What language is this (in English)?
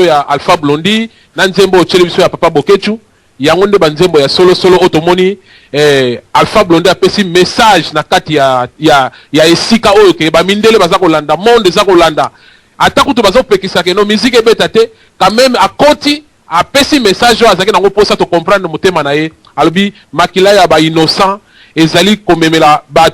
Lingala